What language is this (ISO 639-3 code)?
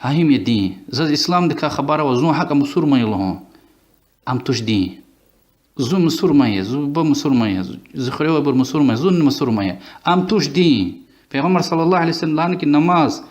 lez